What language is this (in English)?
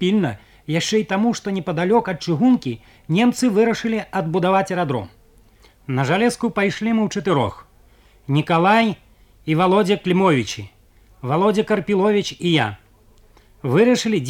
Belarusian